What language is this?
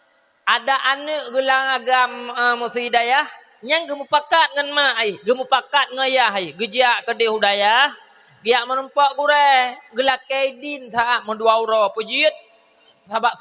Achinese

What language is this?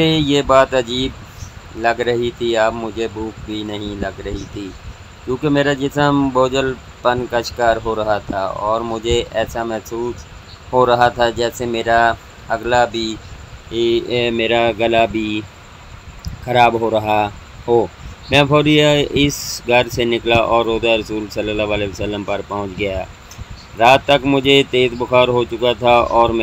Urdu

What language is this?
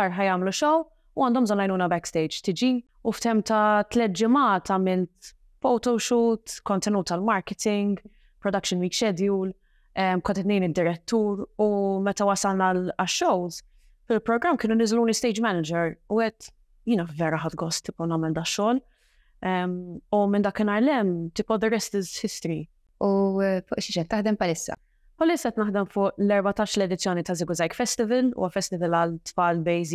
Maltese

